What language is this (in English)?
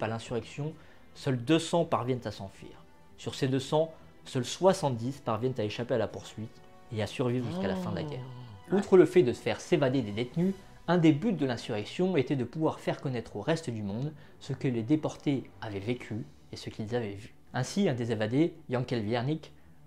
French